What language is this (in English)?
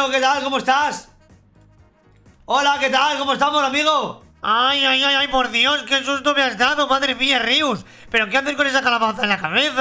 Spanish